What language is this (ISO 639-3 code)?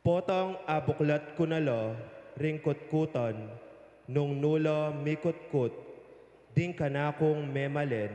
pam